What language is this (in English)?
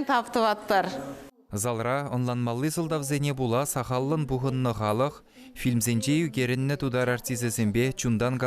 Chuvash